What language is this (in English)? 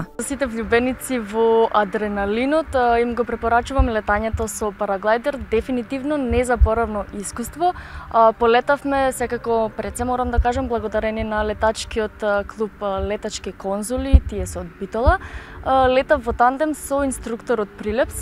Macedonian